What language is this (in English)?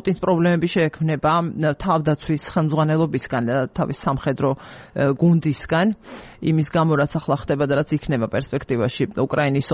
Georgian